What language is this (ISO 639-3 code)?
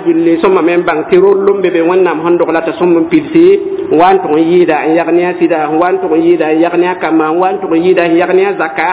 mos